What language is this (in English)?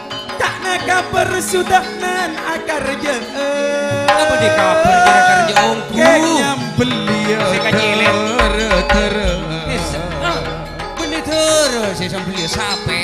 Madurese